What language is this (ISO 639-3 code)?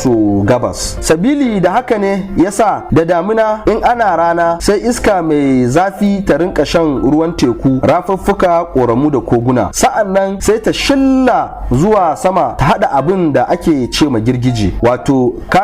hau